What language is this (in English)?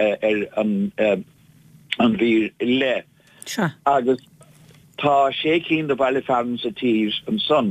Irish